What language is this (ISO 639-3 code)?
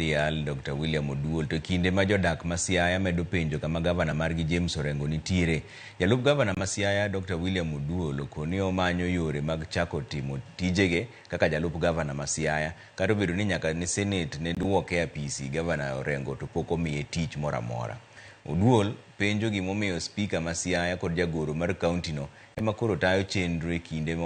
luo